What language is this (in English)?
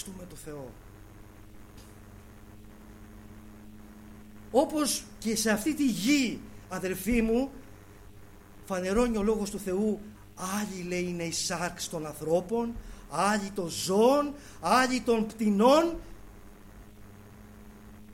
Greek